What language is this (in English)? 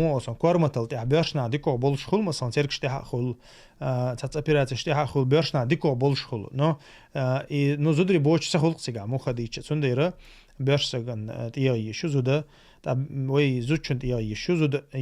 Chechen